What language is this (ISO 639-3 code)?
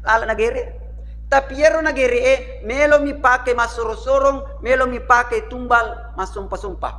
bug